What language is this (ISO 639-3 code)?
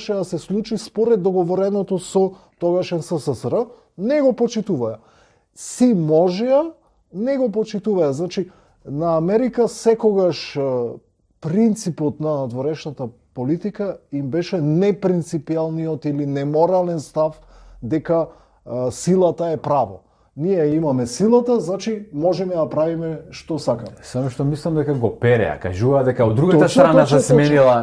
mkd